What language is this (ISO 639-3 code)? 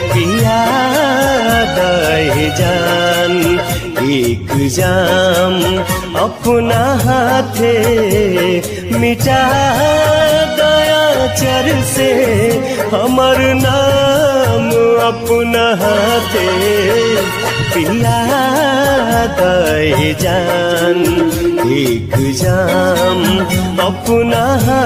bho